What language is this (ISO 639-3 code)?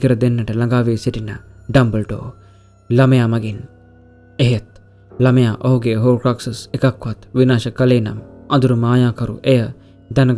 sin